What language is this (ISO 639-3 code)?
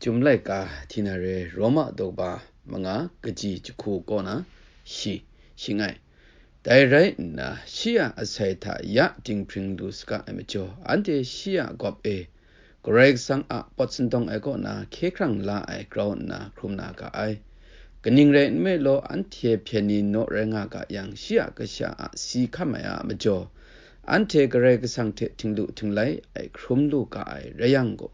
kac